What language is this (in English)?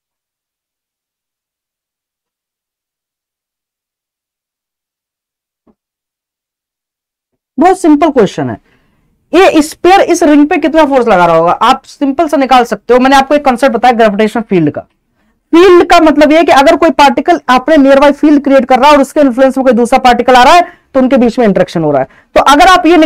Hindi